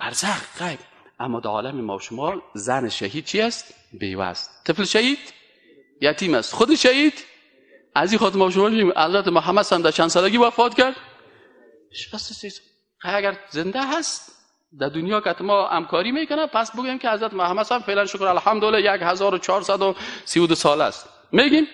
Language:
Persian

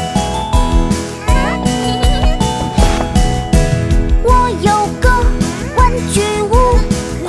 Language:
Chinese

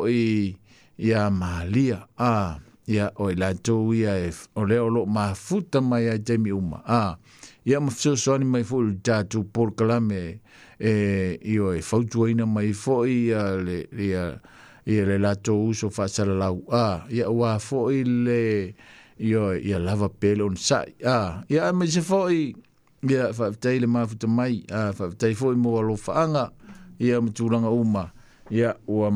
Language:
Samoan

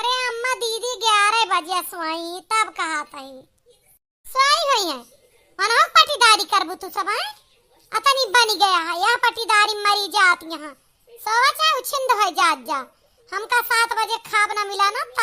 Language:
Awadhi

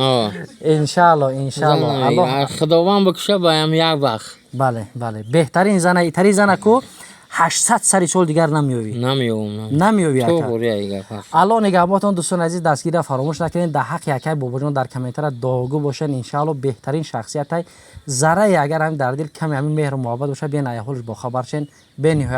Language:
Tajik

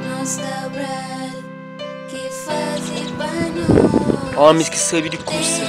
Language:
Kabuverdianu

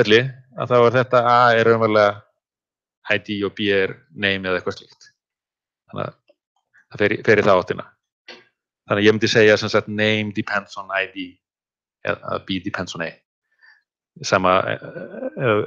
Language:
Icelandic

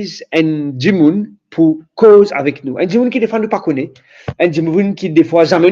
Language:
Morisyen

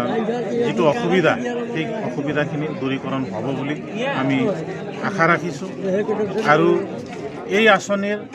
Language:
Assamese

